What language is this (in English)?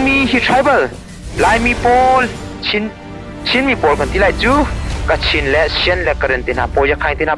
Hakha Chin